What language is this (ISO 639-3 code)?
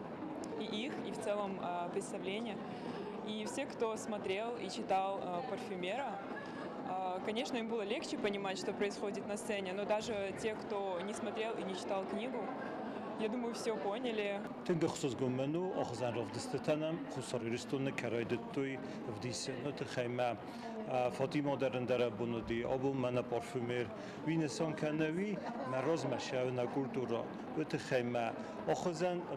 oss